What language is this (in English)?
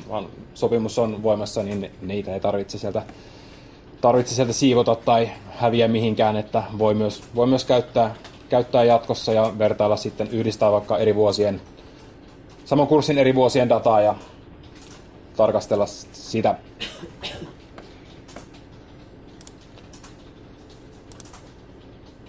Finnish